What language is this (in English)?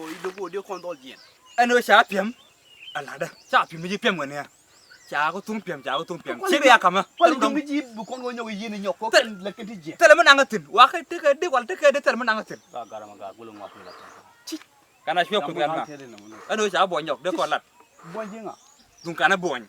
Nuer